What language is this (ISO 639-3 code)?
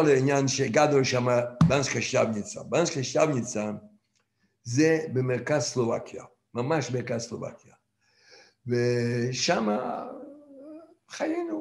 heb